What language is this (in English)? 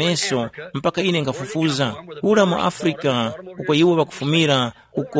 Tumbuka